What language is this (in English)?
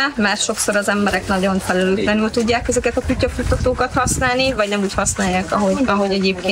Hungarian